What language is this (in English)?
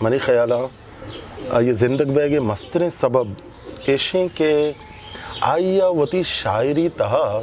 Eastern Balochi